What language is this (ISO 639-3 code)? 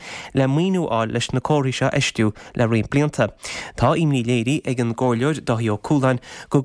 gle